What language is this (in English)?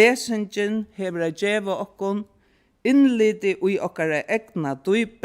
Faroese